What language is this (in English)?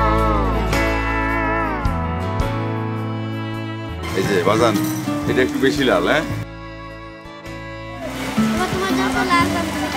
Bangla